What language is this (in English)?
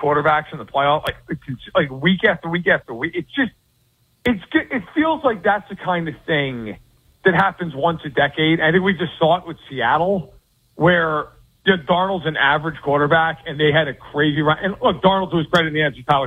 English